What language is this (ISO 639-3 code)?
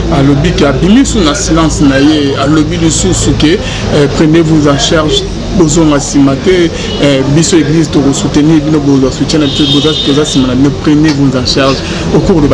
lin